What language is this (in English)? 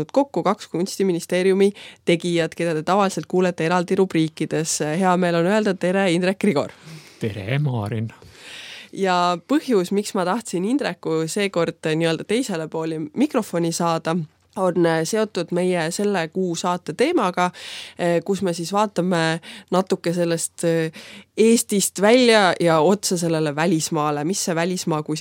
Estonian